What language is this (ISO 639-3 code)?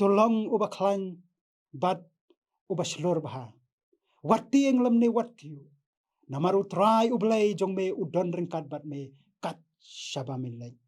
kha